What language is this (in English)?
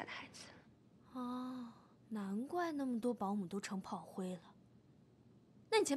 Chinese